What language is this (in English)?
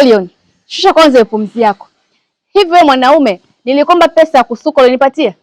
Swahili